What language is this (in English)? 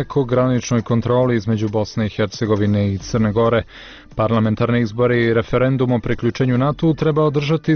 Bosnian